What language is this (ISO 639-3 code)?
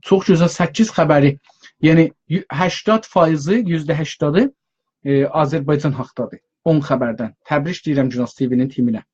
azb